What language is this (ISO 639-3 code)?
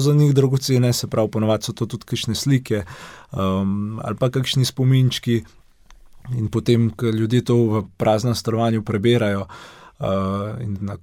slv